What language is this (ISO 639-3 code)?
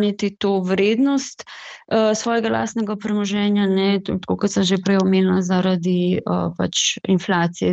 slv